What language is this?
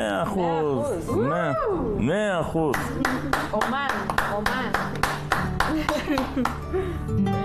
Hebrew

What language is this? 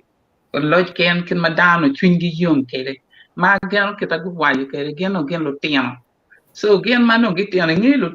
Acoli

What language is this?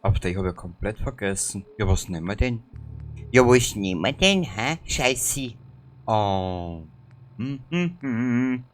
Bavarian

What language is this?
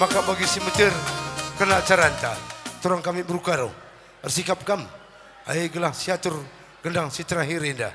Batak Karo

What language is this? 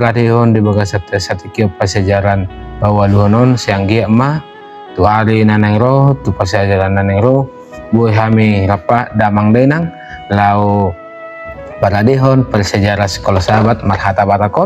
Batak Toba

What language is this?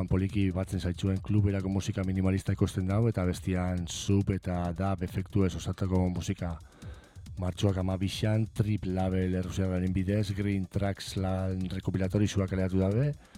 Basque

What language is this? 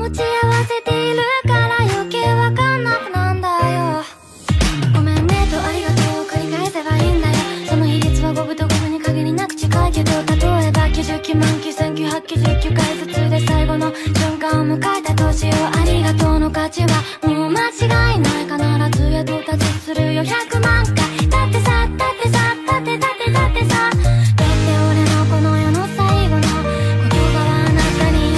Japanese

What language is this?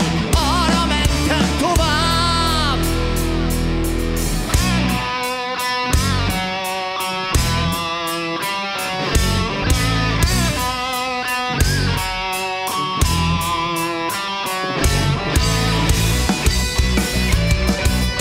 Hungarian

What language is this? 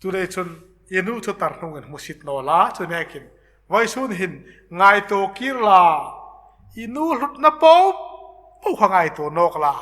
Hmar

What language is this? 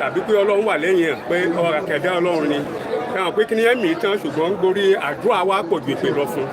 Yoruba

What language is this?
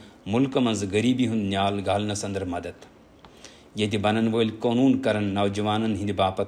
Kashmiri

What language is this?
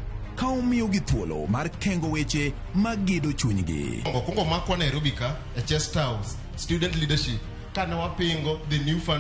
Luo (Kenya and Tanzania)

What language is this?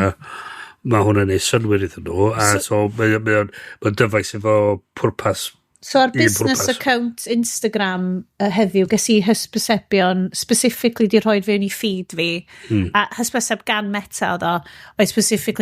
Welsh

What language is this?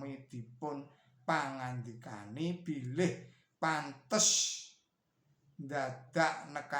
Javanese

